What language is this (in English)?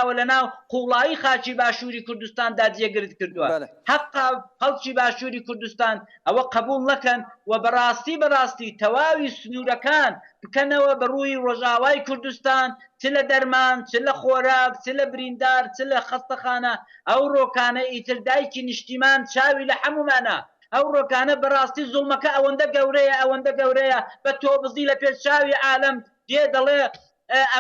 Central Kurdish